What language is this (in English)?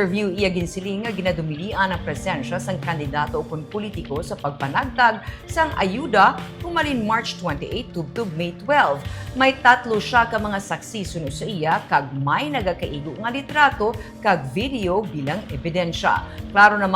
Hiligaynon